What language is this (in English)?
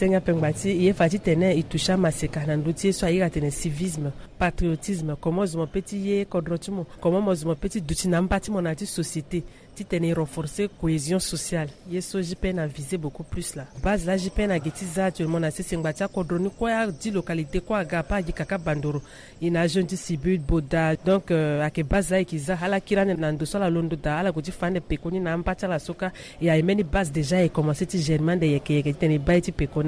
Sango